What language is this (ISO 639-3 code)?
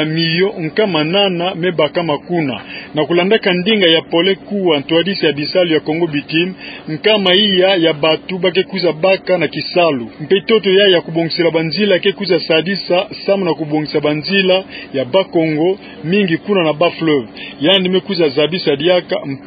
ktu